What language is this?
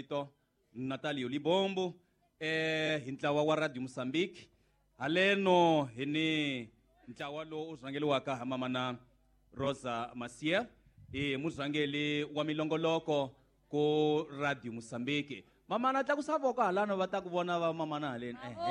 Tsonga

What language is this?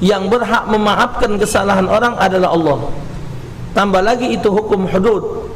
Musi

